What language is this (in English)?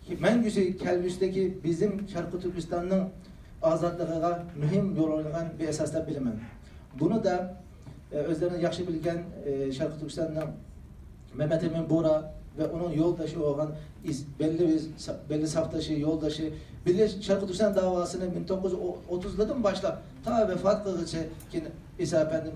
Uyghur